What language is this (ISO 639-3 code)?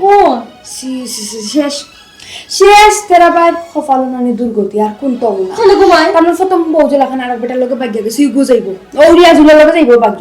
syl